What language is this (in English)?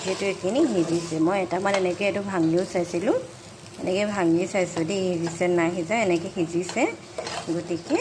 Assamese